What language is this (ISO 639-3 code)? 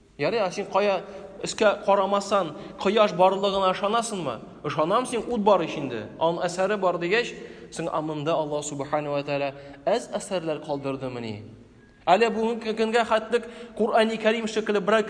tat